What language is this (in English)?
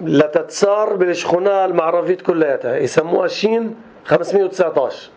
North Levantine Arabic